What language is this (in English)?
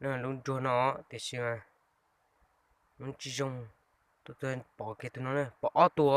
Hmong